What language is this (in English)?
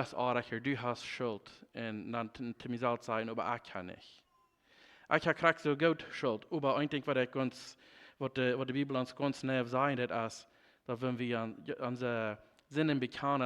Plautdietsch